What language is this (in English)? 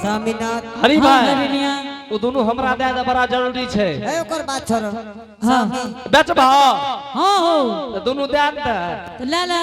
Angika